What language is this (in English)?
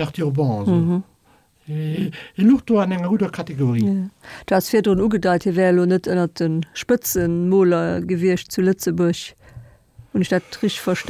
Luxembourgish